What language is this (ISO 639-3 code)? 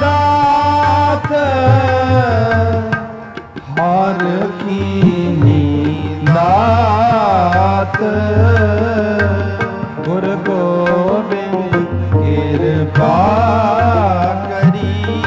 pan